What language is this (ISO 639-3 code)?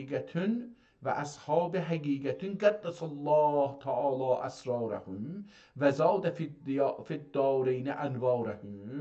azb